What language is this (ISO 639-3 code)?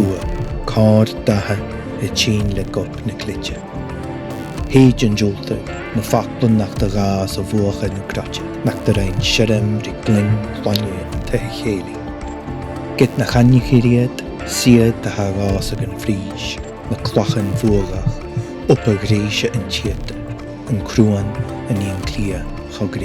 gla